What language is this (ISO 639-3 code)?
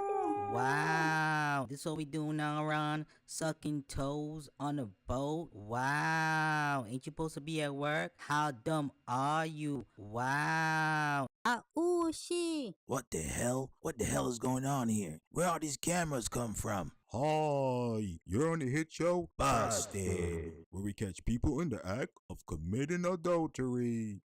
jam